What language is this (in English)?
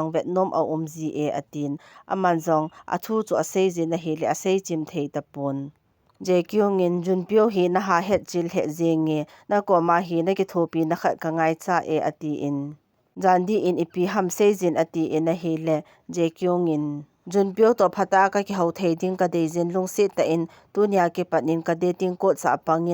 Thado Chin